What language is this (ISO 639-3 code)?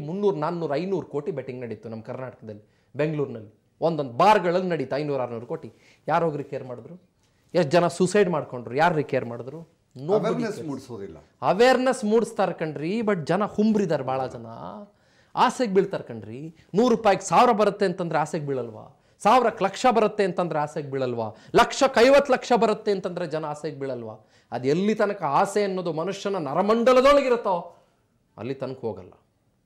kan